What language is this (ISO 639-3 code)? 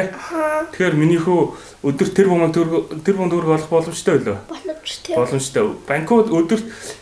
mon